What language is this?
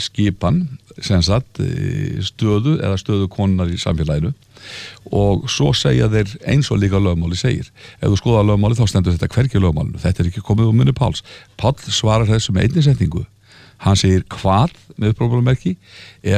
Icelandic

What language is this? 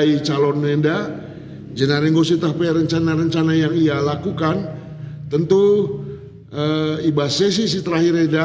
Batak Karo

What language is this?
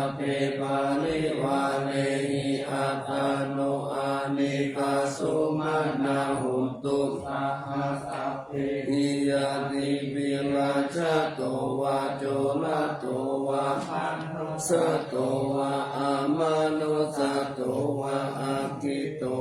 Pali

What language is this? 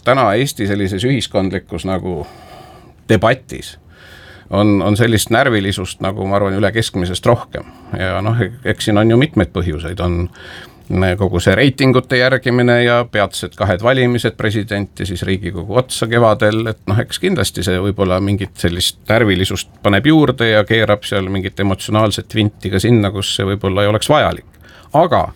Estonian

